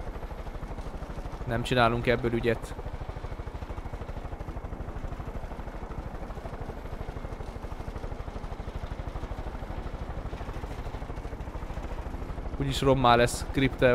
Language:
Hungarian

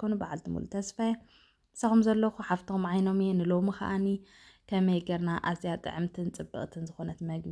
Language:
Tigrinya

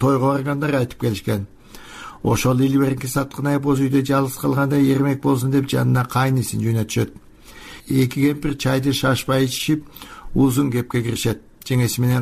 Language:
Kyrgyz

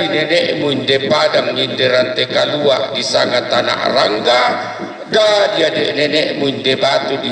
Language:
Toraja-Sa'dan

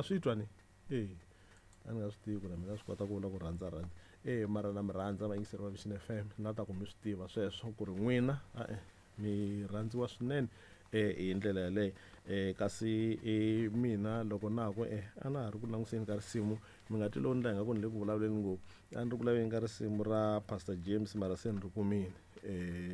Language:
Tsonga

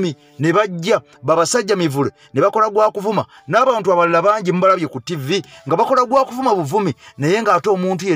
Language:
Ganda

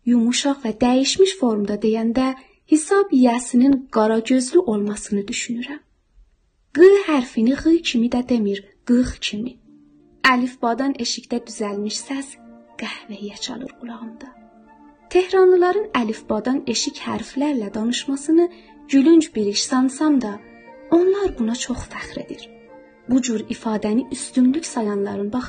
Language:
South Azerbaijani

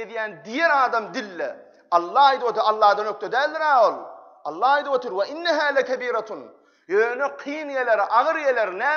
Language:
Turkmen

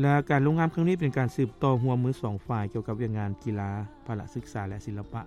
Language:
Lao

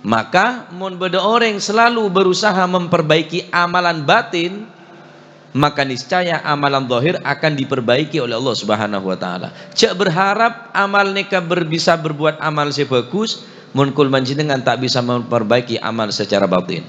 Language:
Madurese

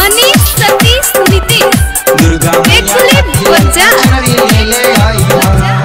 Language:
Bhojpuri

